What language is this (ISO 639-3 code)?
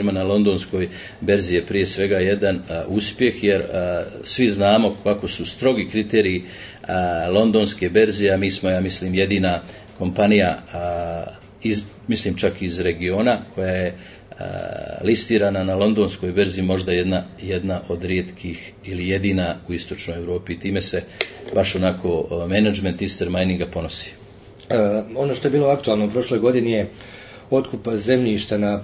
bos